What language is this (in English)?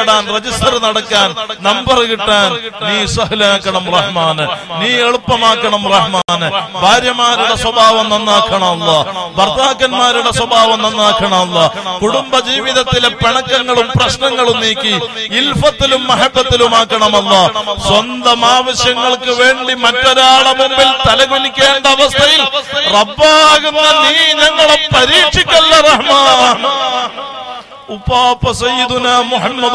Malayalam